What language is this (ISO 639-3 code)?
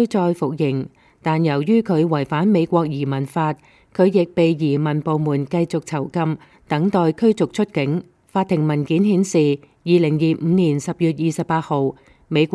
yue